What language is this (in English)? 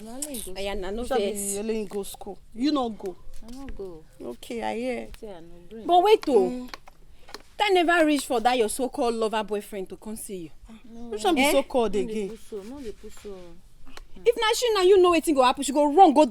Nigerian Pidgin